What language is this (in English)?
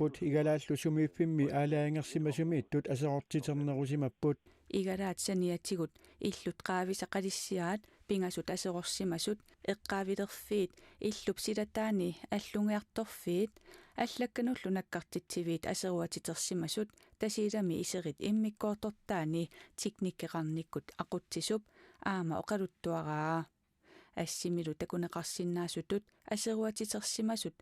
Kalaallisut